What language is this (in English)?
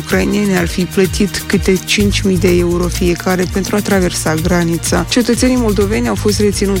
Romanian